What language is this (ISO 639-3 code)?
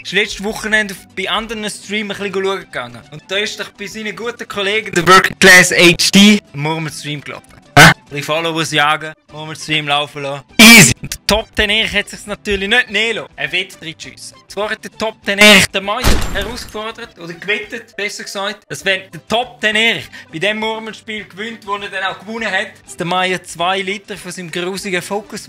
gsw